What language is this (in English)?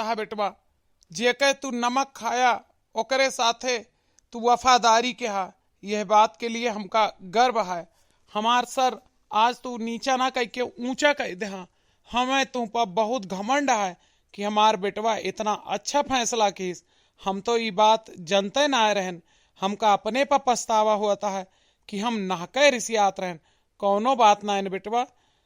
Awadhi